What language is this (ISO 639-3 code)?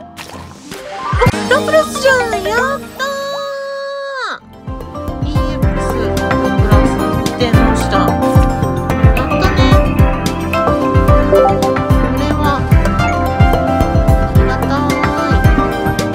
jpn